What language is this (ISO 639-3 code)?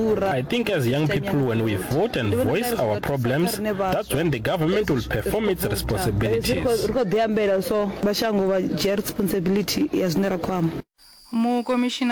nso